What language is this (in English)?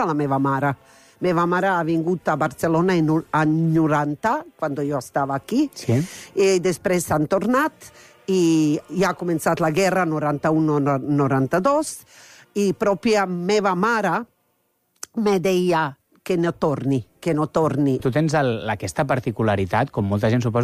Catalan